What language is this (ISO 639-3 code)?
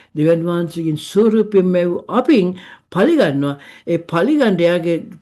sin